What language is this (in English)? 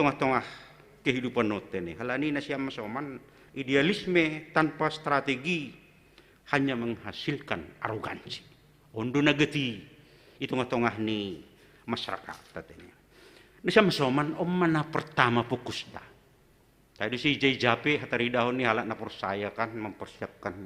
Batak Simalungun